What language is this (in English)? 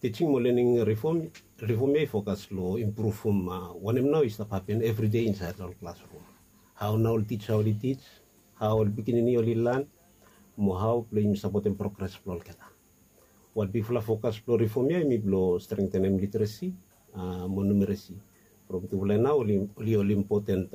Bislama